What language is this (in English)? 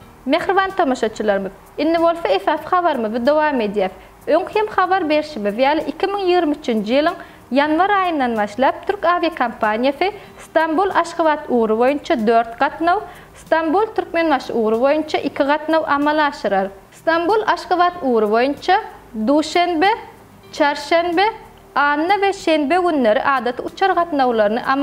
Turkmen